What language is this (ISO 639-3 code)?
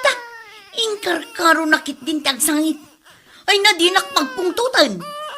ilo